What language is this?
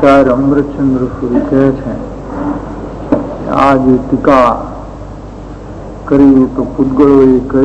Gujarati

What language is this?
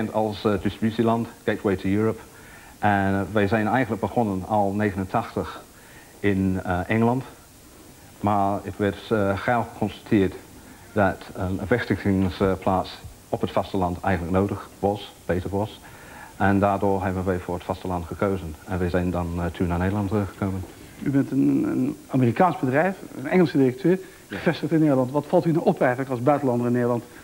Dutch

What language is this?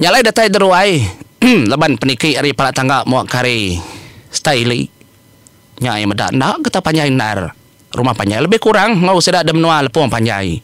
Iban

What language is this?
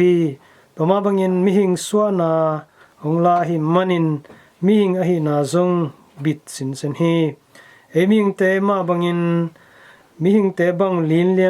Tedim Chin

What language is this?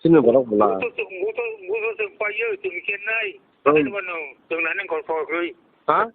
Kok Borok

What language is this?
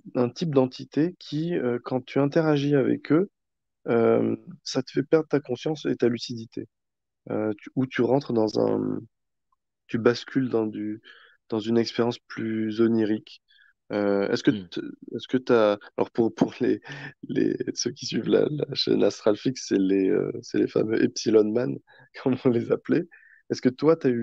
French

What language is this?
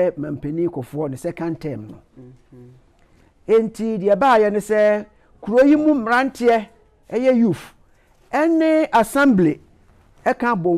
Akan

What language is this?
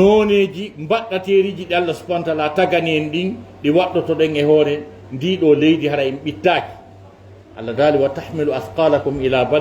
Fula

